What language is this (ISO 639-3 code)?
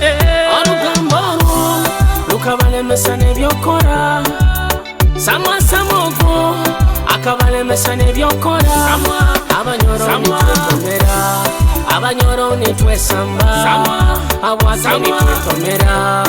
nyo